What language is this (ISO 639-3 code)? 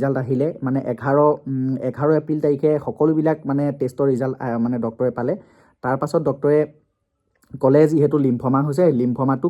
asm